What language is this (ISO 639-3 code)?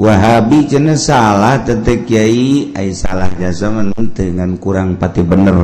sun